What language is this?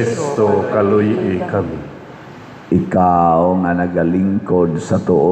Cebuano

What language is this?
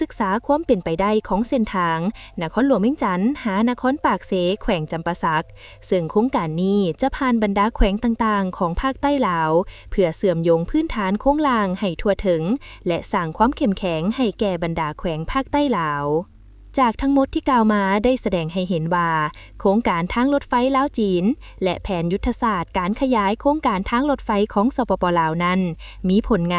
Lao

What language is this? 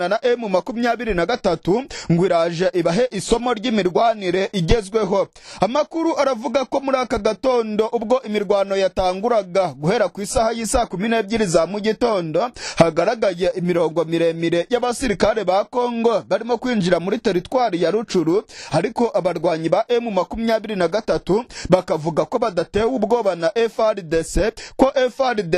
Kinyarwanda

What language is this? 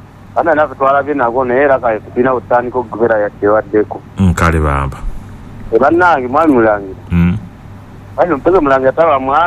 Ganda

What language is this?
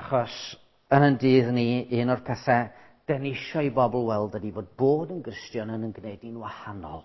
Welsh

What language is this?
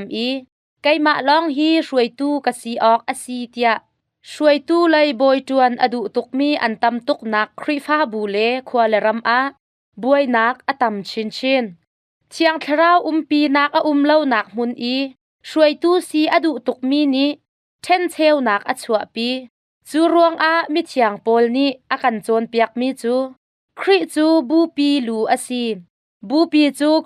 Hakha Chin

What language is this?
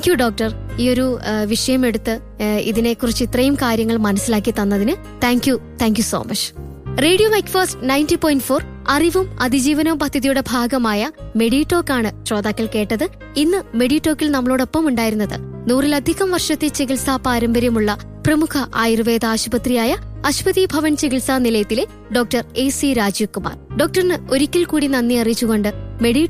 Malayalam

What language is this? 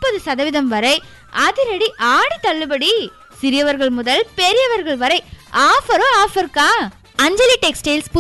Tamil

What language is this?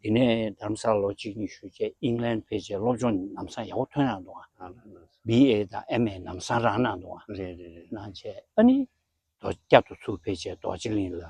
Tibetan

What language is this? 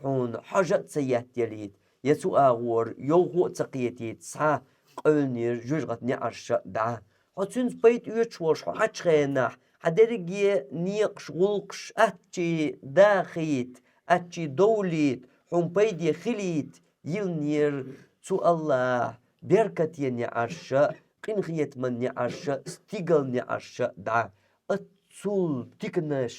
Chechen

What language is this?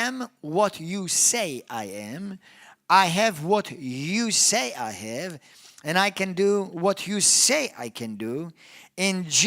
English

